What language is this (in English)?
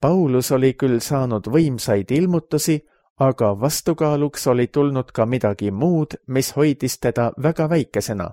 Estonian